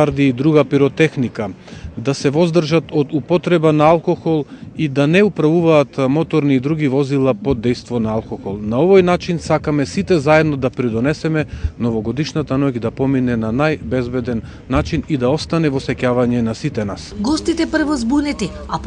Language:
Macedonian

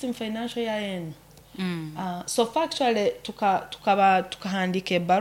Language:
Nyoro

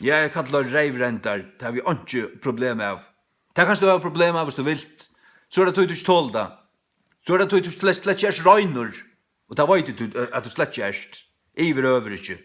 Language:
Faroese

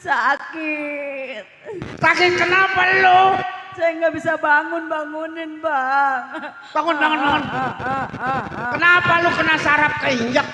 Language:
Betawi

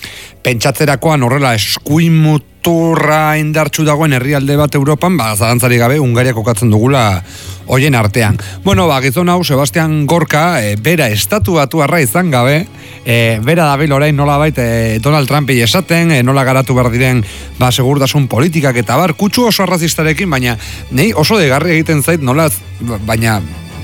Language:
Basque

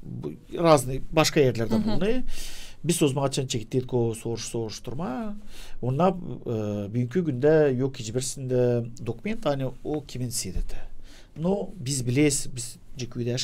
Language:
Gagauz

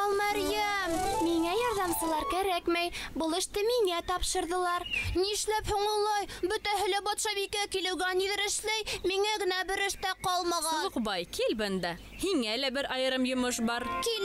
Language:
Bashkir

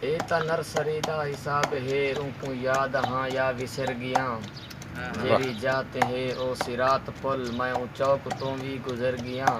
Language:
Saraiki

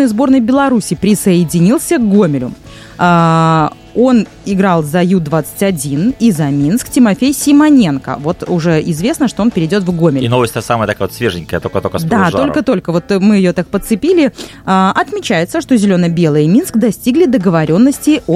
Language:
Russian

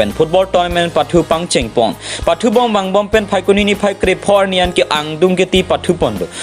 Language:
Karbi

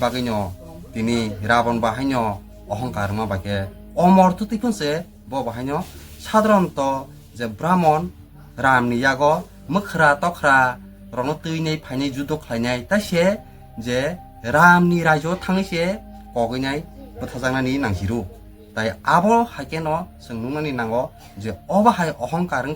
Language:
Kok Borok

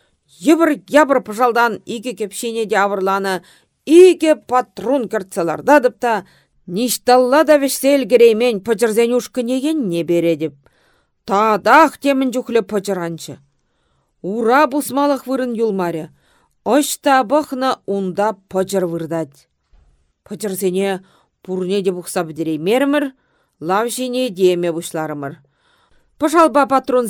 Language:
Chuvash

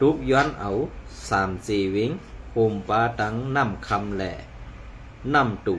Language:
Shan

